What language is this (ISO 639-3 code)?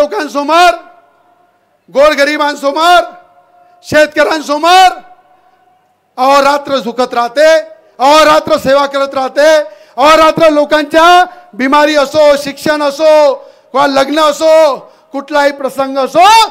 mar